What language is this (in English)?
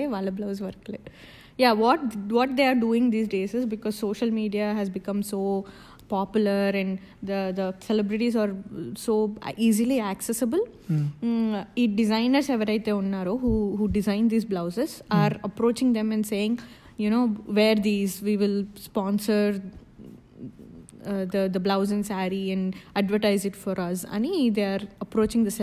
Telugu